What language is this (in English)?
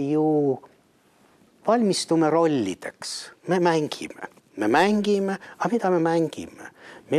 Estonian